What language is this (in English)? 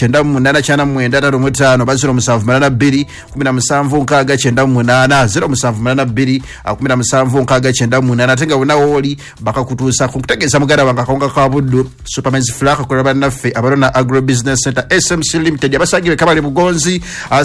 Ganda